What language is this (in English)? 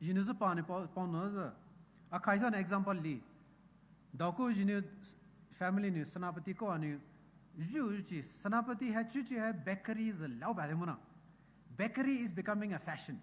Poumei Naga